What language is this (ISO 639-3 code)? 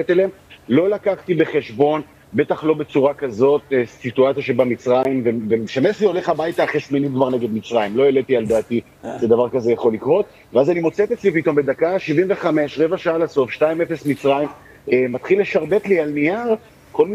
heb